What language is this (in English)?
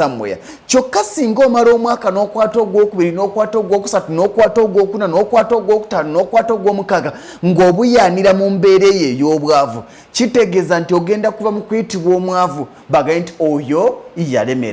Ganda